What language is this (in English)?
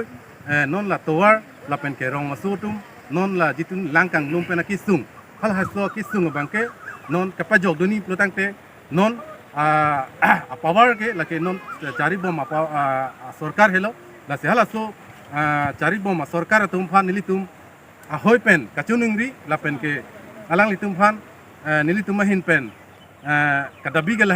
Karbi